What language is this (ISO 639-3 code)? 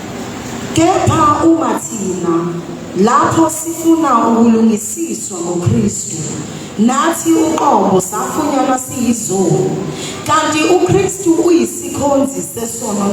zul